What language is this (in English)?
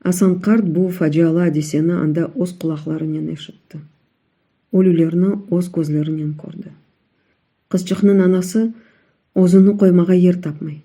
Crimean Tatar